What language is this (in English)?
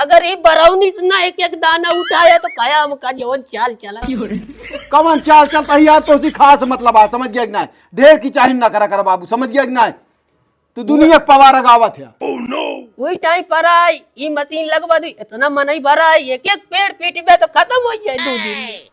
Awadhi